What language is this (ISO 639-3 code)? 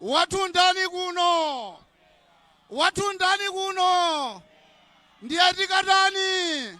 nya